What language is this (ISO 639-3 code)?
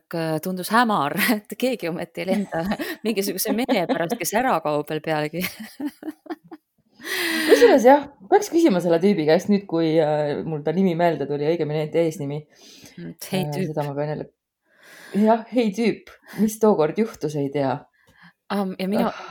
est